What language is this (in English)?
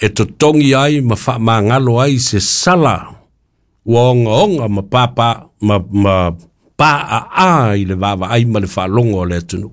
Samoan